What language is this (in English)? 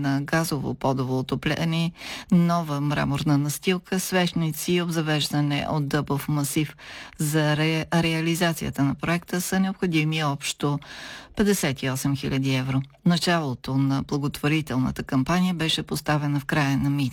Bulgarian